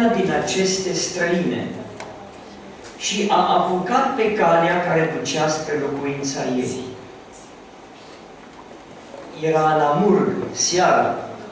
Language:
Romanian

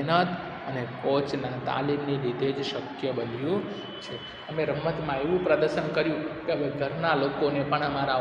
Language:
Gujarati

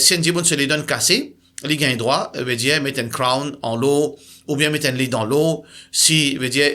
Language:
Morisyen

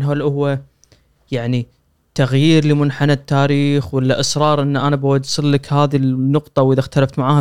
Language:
Gulf Arabic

